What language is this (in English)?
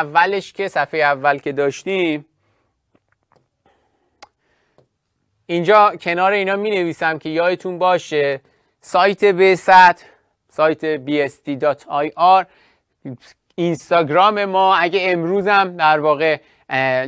Persian